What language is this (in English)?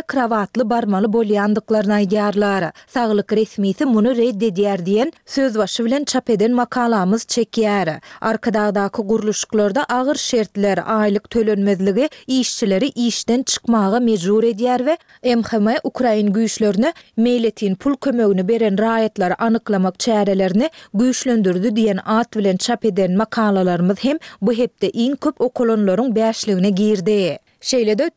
Turkmen